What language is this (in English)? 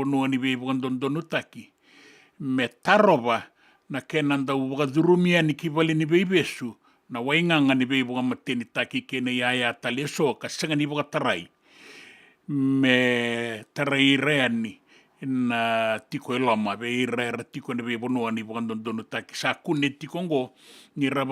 Fijian